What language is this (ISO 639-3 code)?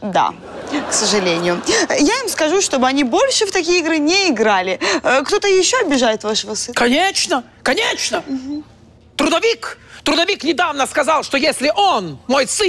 rus